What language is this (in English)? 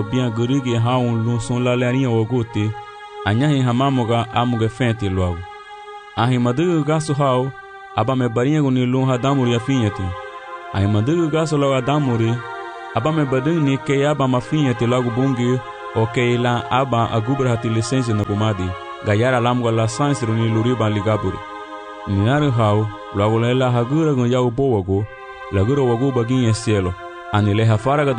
Garifuna